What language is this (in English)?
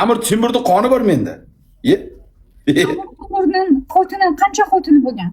Uzbek